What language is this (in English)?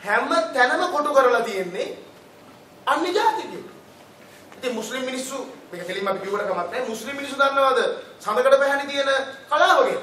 Sinhala